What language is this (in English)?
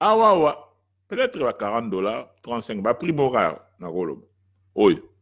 Lingala